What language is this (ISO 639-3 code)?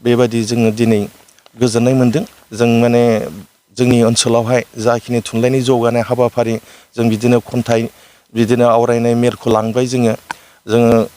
brx